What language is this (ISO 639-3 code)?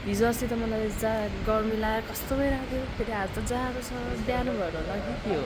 nep